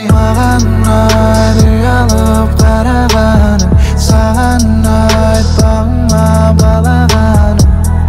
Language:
Kazakh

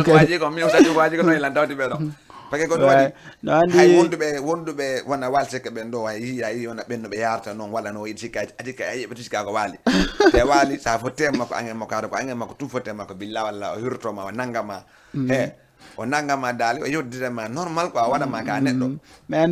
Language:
Fula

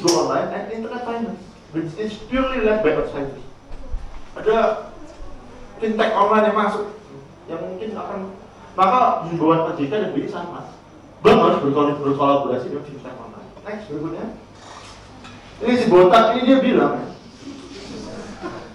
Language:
Indonesian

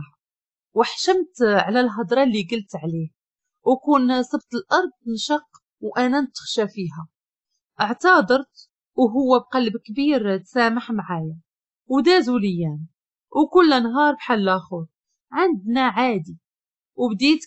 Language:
Moroccan Arabic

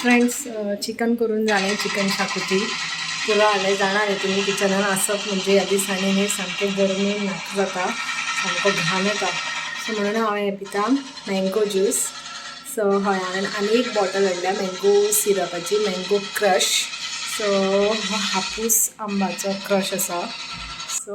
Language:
Konkani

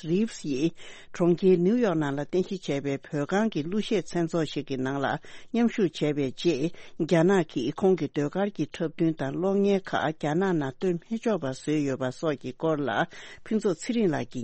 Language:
Tibetan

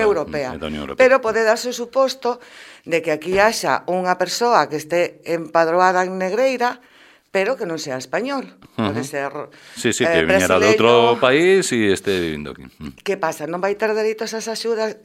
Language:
Galician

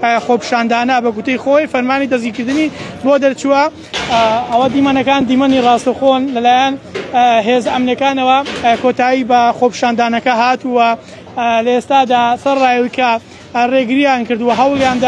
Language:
Central Kurdish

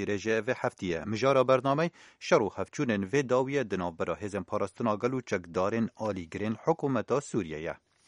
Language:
Kurdish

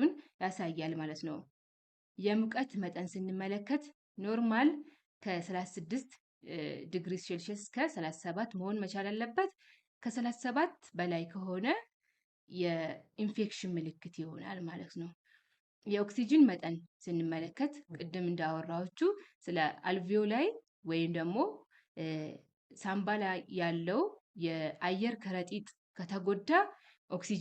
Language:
Amharic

